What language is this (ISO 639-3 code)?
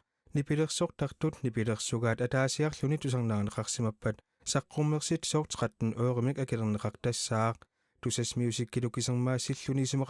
kal